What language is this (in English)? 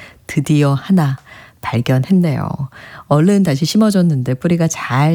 Korean